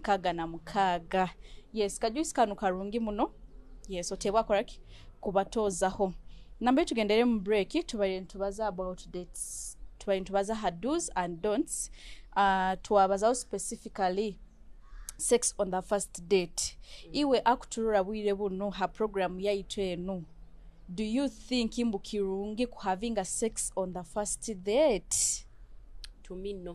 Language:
Nyoro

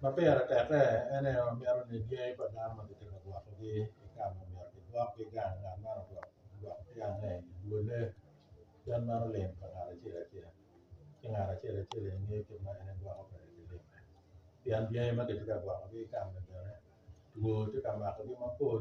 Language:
Acoli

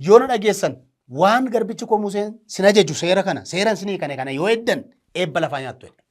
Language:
Oromo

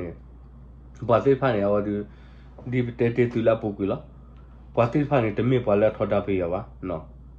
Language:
S'gaw Karen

